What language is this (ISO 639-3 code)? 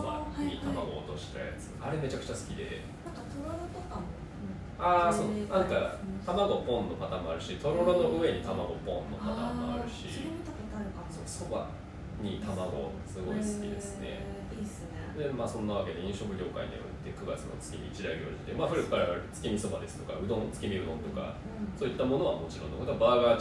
jpn